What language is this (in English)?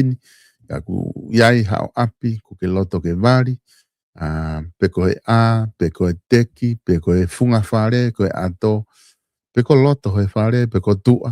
Tongan